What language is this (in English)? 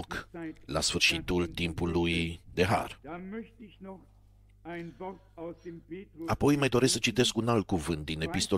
Romanian